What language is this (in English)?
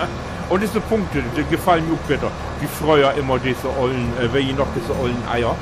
Low German